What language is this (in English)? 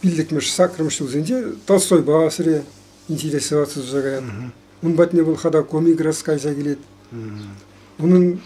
Chuvash